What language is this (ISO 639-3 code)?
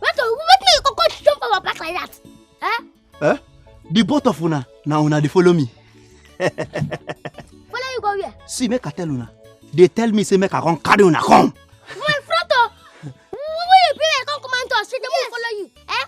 pcm